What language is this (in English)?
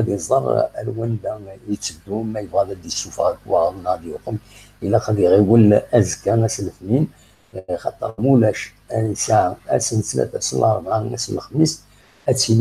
Kabyle